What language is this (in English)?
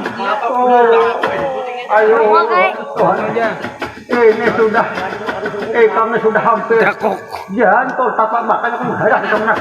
Banjar